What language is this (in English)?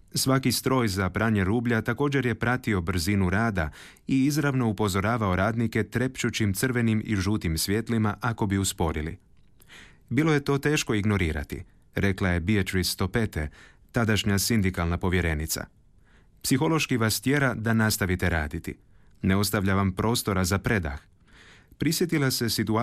Croatian